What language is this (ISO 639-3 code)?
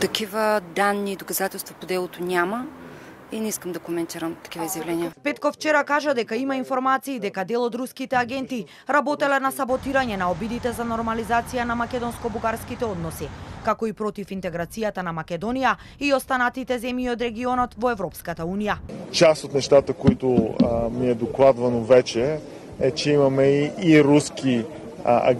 mkd